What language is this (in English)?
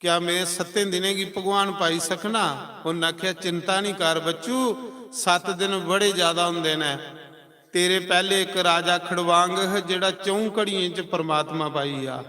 Dogri